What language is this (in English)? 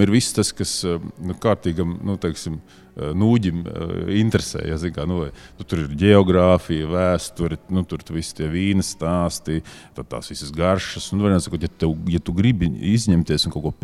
Latvian